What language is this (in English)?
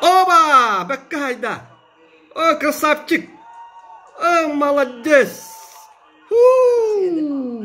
Yakut